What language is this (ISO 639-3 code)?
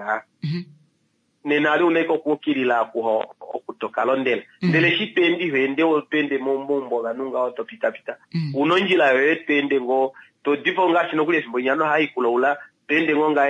kua